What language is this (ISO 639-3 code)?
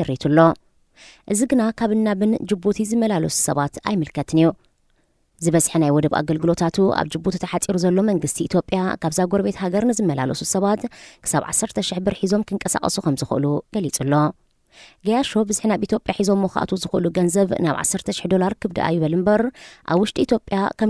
tir